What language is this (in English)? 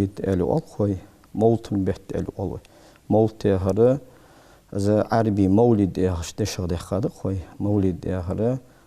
Ingush